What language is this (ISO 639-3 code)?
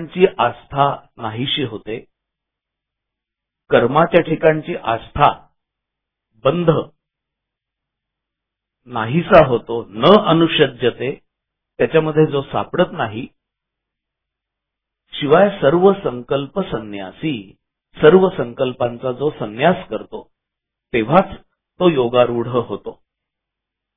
mar